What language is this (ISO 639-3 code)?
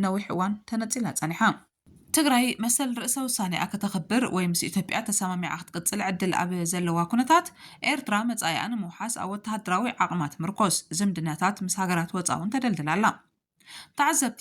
tir